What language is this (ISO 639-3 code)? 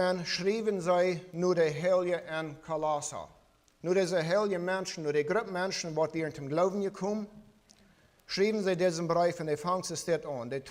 pdt